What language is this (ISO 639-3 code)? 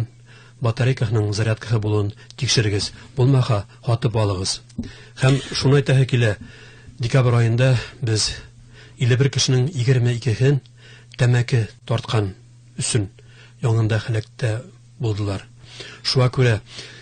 bak